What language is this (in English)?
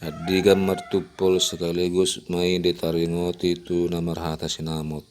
Batak Toba